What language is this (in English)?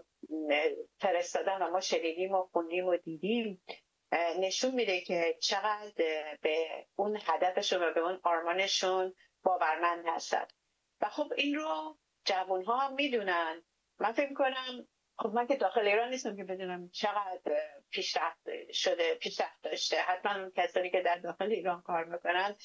Persian